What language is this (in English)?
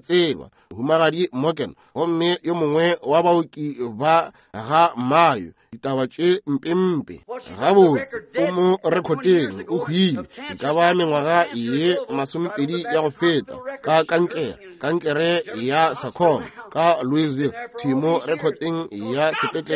Northern Sotho